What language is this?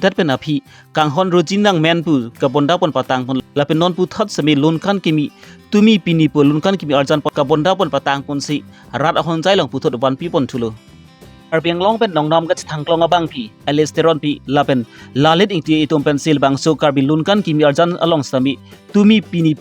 Karbi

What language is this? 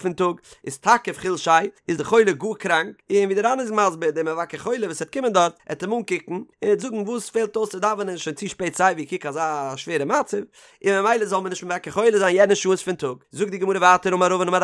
Yiddish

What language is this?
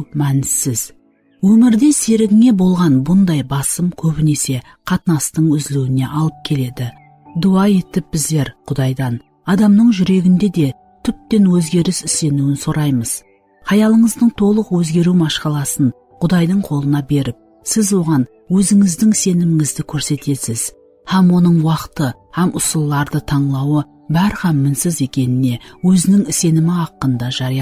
Kara-Kalpak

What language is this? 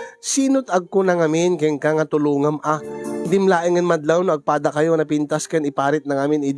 Iloko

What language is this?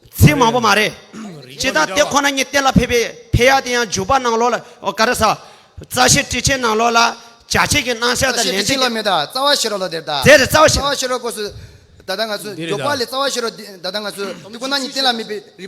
Tibetan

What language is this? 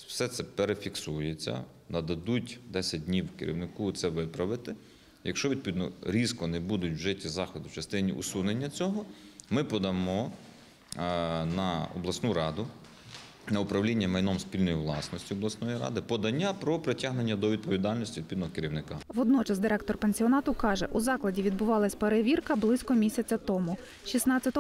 Ukrainian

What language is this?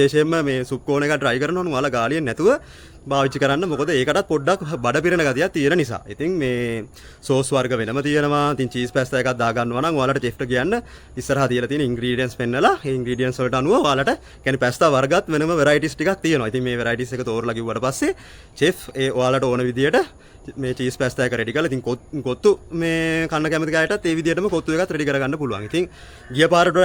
Sinhala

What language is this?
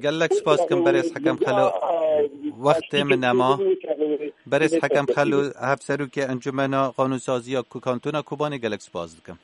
Kurdish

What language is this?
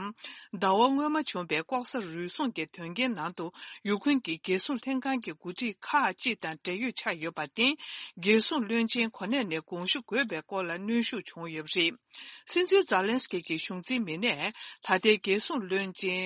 Tibetan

